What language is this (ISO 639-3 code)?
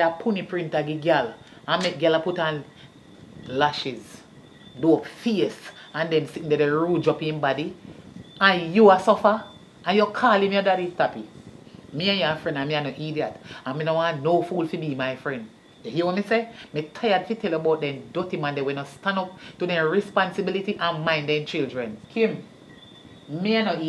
jam